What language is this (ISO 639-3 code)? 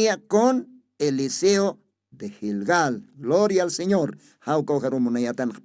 aym